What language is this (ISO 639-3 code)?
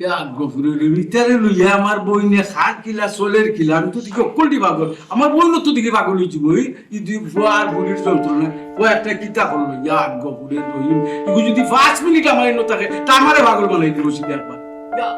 syl